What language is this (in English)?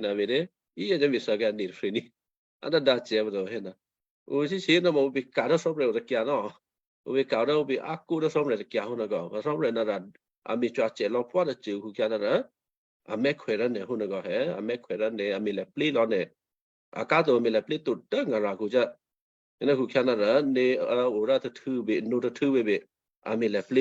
Western Kayah